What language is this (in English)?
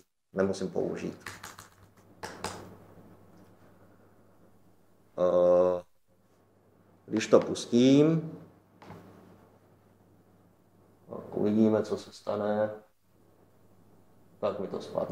Czech